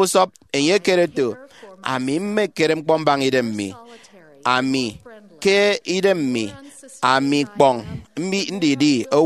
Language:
Efik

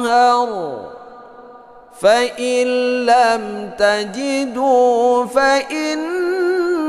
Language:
Arabic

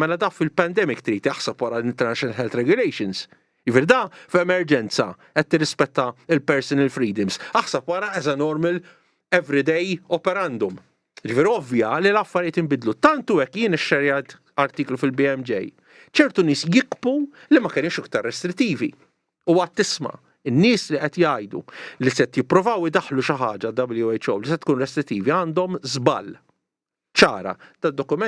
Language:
Maltese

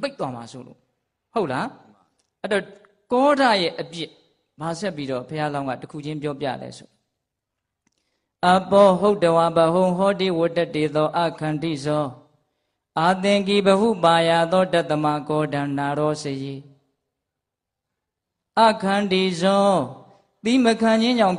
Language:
Burmese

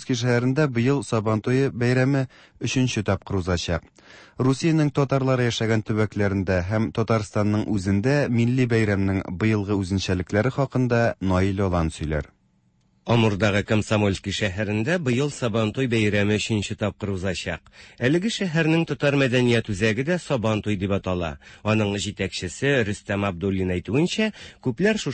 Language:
Tatar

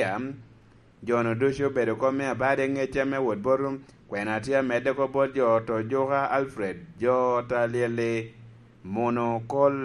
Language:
Lango (Uganda)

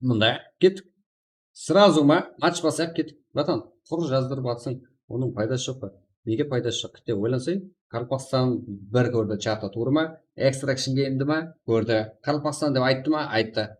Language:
Kara-Kalpak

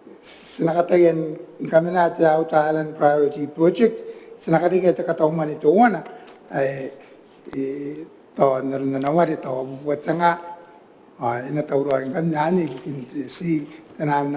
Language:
Gilbertese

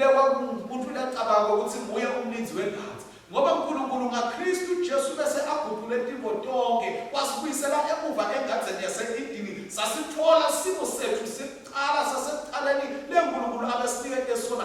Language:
Swati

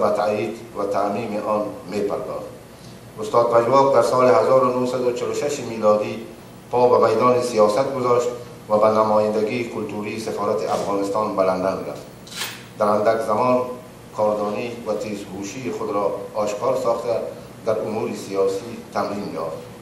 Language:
Persian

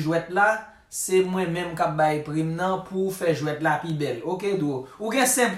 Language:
Haitian Creole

